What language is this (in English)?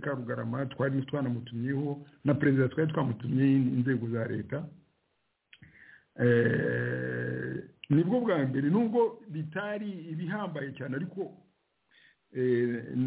Kinyarwanda